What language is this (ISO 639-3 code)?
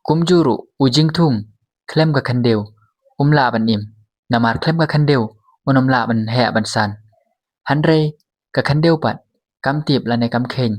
kha